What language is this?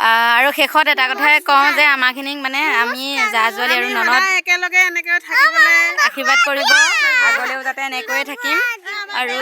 Assamese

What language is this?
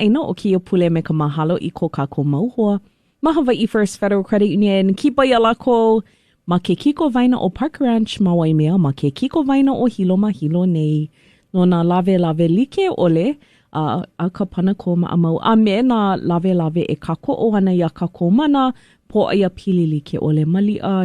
Hawaiian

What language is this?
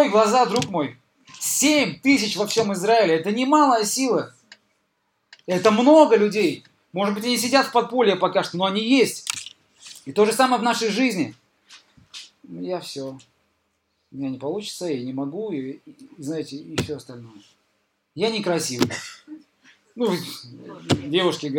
Russian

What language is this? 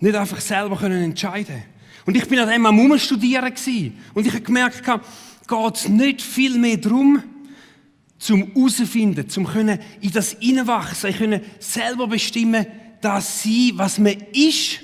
Swiss German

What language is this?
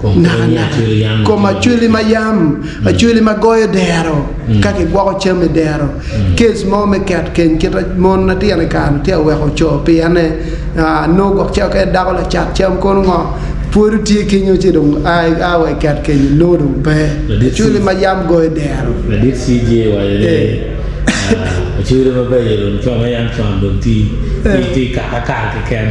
Acoli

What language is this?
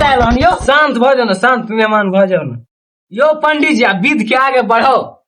Maithili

